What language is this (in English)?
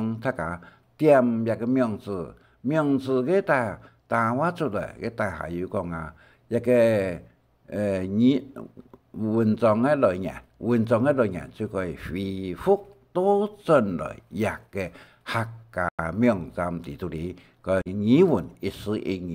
Hakka Chinese